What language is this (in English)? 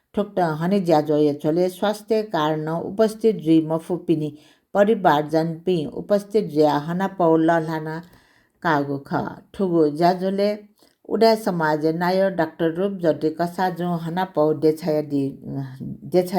Newari